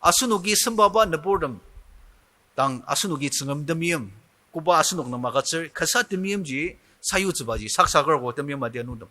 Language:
Ao Naga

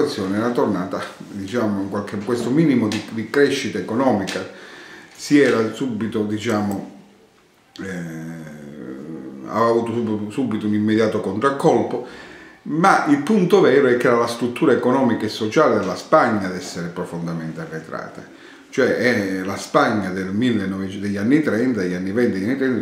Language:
Italian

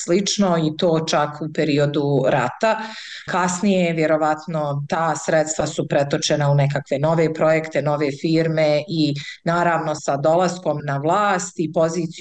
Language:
Bosnian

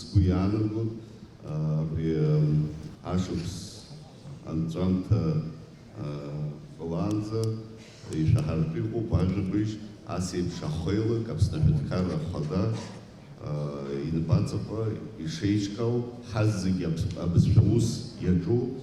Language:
Abkhazian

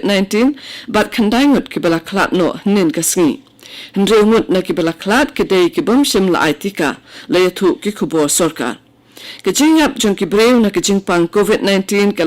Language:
Khasi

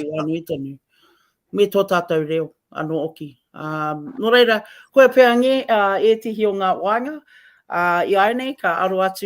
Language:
Māori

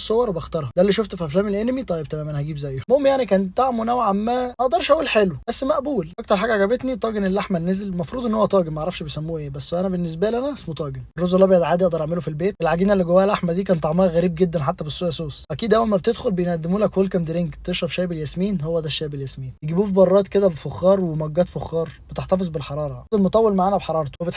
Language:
Egyptian Arabic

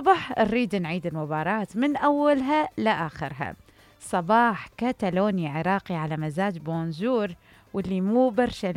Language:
Mesopotamian Arabic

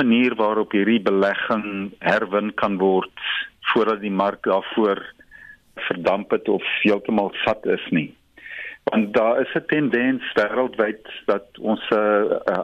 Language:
Afrikaans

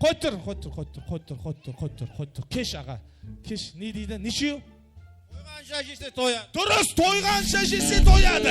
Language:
Kara-Kalpak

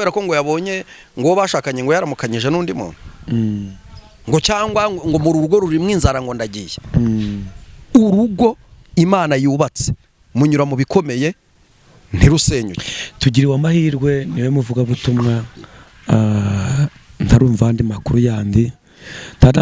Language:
Kinyarwanda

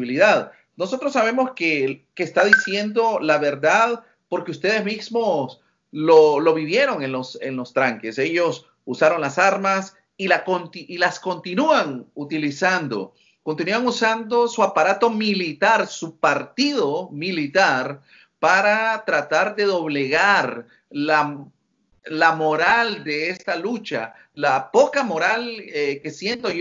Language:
Spanish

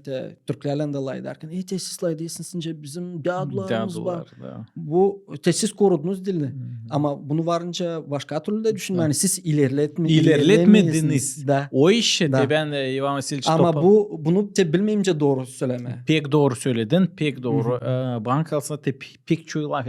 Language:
Gagauz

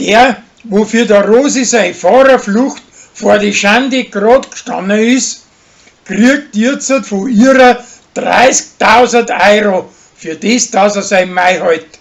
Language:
Bavarian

